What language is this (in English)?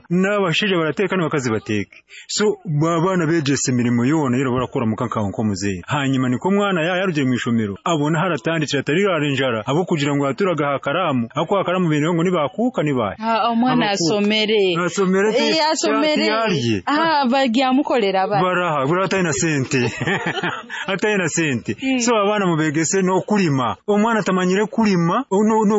Nyoro